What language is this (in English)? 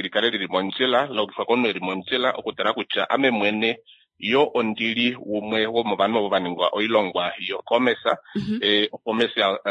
Kuanyama